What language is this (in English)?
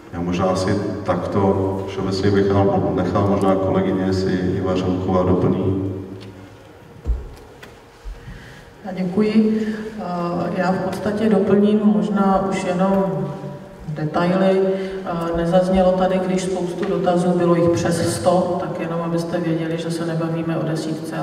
Czech